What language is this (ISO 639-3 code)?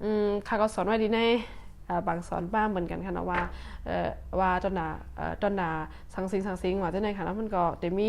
shn